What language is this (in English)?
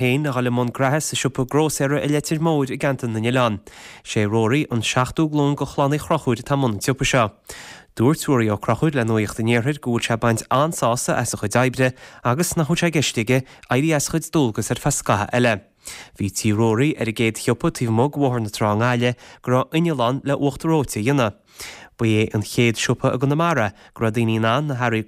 Irish